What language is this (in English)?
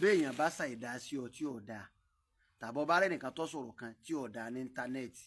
Yoruba